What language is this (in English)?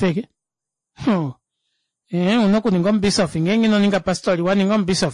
Kuanyama